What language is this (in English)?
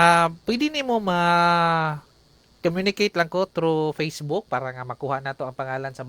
Cebuano